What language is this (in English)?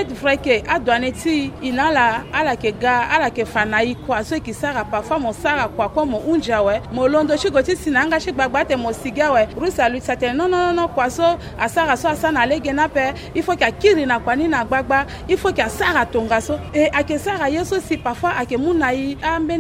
Sango